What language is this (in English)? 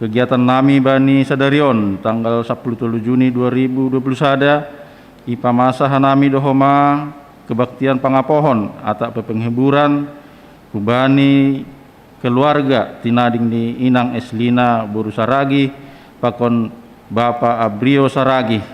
Batak Simalungun